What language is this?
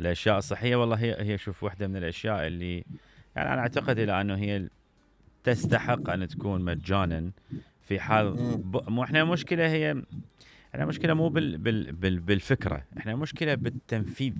Mesopotamian Arabic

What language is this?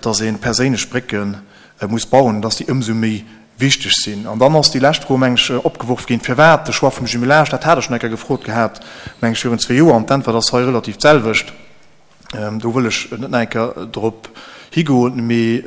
Luxembourgish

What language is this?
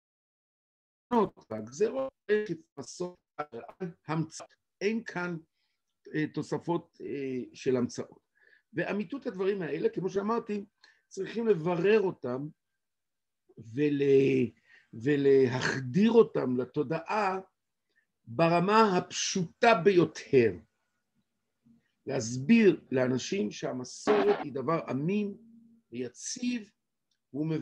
Hebrew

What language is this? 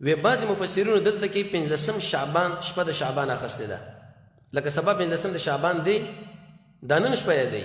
Pashto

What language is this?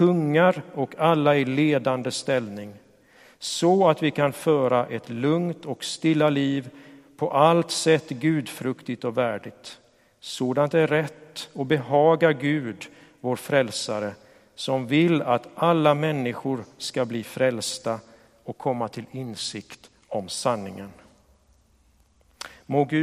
Swedish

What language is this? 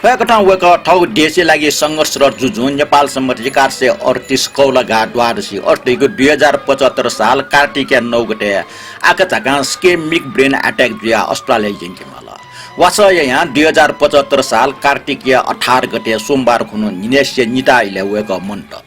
Newari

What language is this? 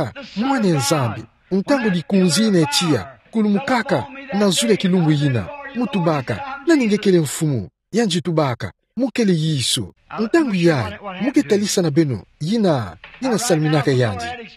Kituba (Democratic Republic of Congo)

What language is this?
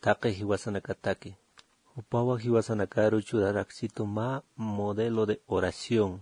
Aymara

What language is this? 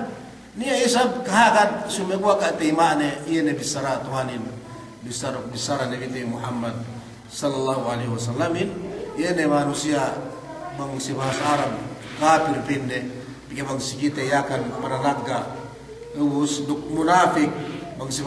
Yakan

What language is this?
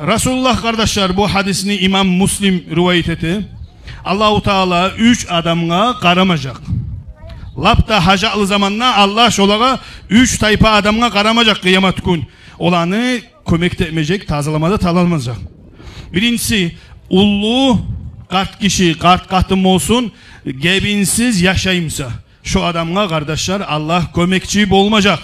Kumyk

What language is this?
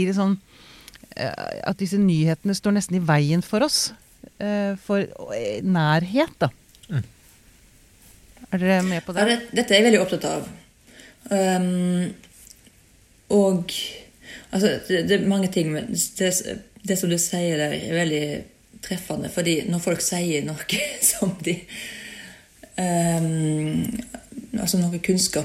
Norwegian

